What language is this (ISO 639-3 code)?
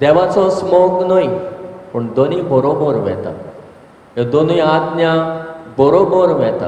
kok